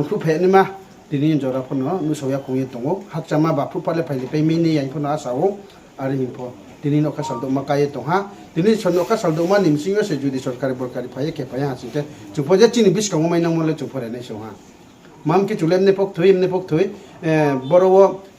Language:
Riang (India)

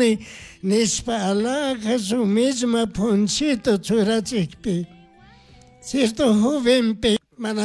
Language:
Chimborazo Highland Quichua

